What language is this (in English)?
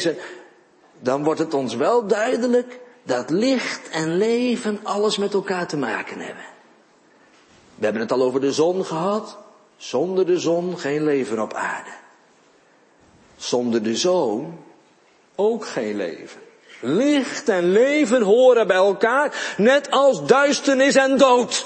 Dutch